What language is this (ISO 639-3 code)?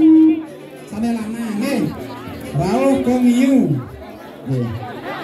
ban